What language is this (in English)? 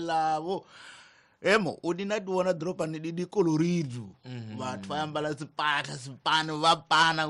Tsonga